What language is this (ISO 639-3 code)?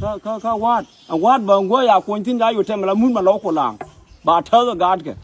nus